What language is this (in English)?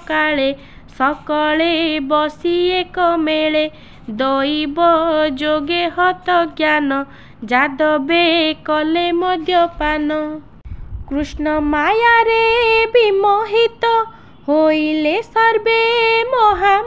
Odia